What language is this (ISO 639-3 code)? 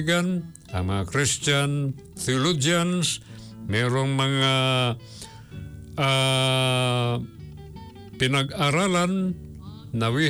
fil